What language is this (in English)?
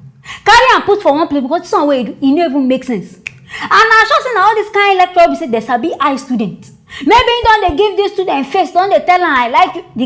Nigerian Pidgin